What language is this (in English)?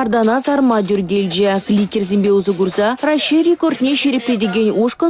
Chuvash